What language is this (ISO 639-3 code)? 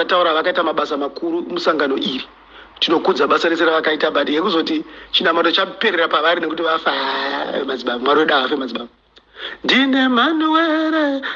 sna